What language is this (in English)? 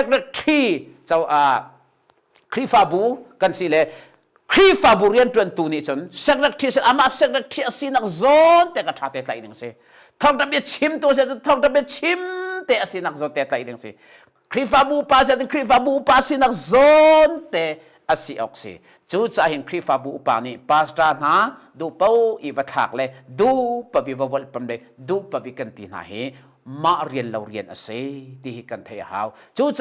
Hakha Chin